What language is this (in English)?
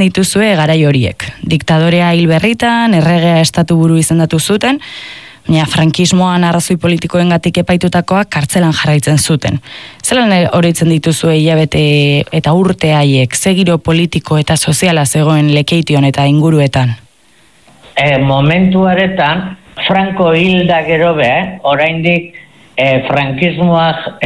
Basque